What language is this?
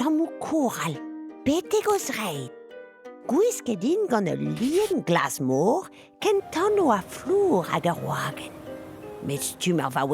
Breton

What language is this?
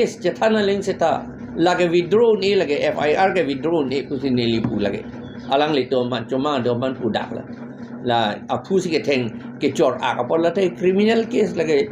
Karbi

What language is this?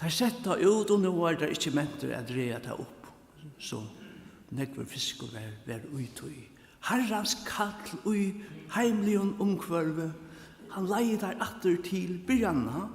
Faroese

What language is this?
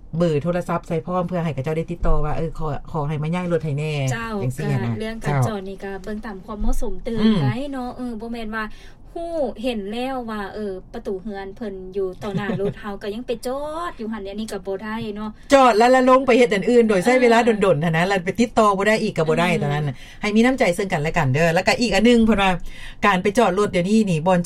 Lao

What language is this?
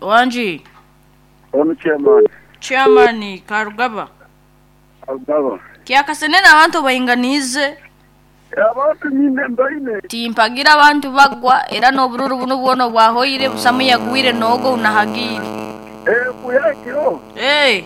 Nyoro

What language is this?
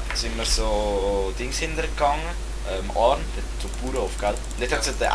Swiss German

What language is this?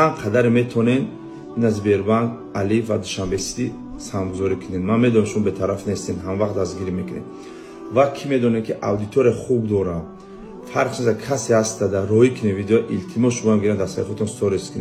Tajik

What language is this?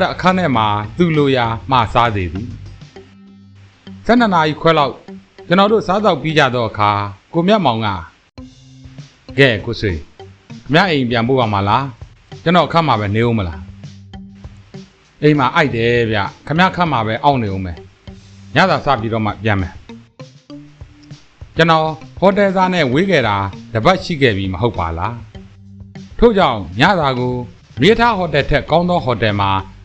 Burmese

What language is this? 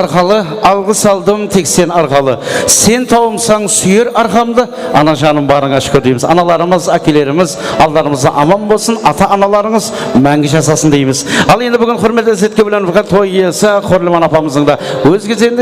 Kara-Kalpak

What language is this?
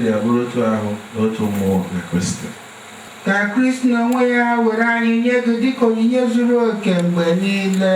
Igbo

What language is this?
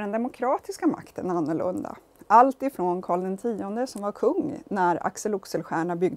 Swedish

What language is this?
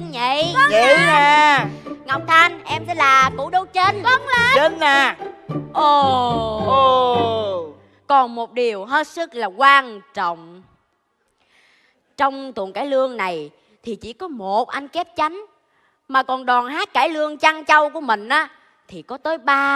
Vietnamese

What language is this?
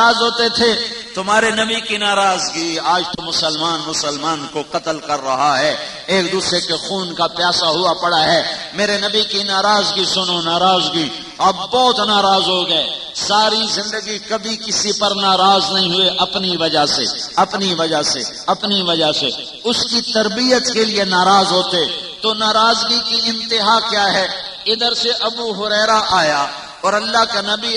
Urdu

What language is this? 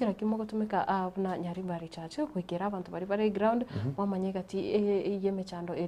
Gusii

